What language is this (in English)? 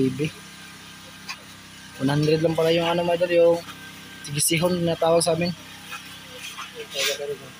Filipino